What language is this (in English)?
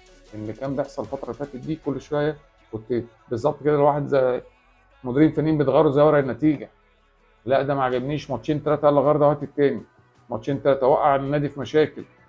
Egyptian Arabic